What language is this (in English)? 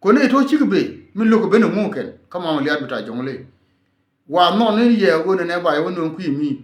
Nuer